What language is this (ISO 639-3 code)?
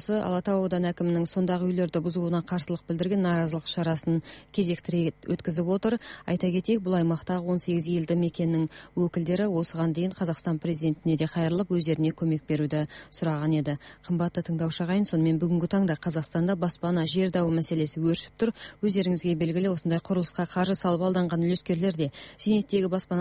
kaz